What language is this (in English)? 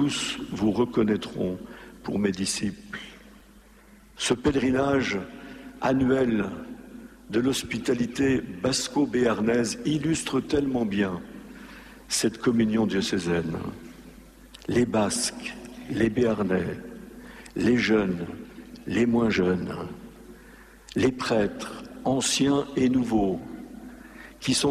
French